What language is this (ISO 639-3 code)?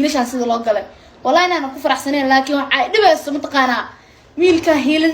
som